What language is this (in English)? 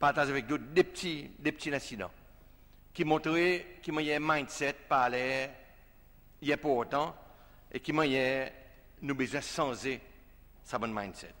Seselwa Creole French